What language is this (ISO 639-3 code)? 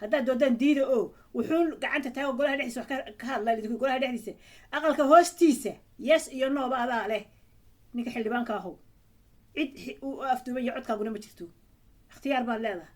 som